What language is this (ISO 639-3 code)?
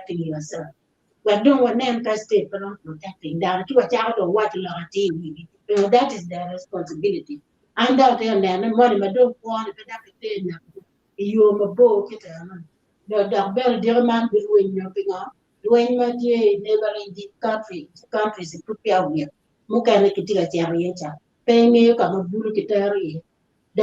ach